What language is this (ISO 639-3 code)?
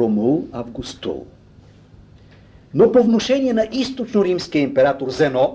bul